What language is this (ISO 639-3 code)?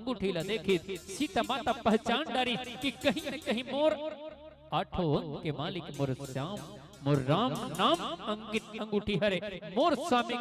hne